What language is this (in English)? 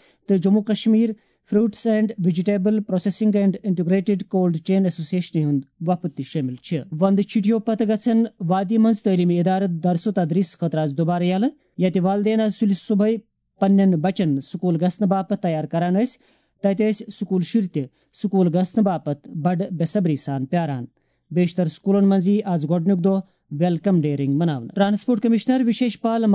Kashmiri